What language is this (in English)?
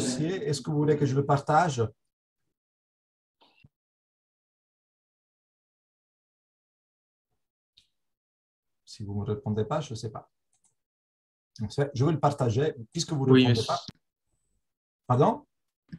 French